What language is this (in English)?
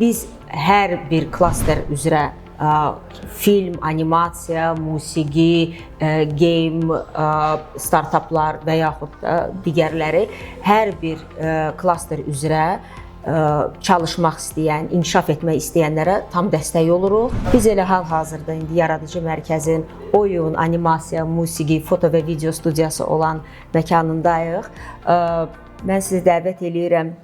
Azerbaijani